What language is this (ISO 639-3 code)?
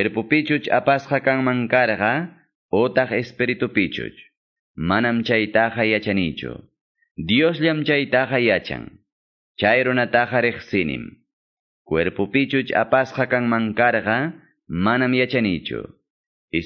que